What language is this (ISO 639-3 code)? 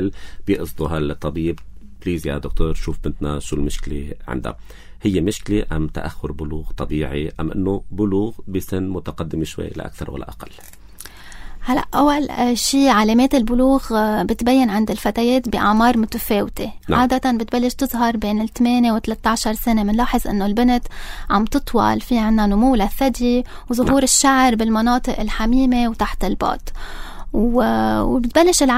apc